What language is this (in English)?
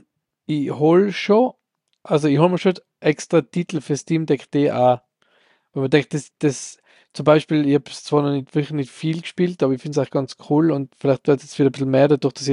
German